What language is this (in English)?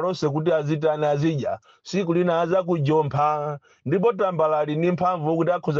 Nyanja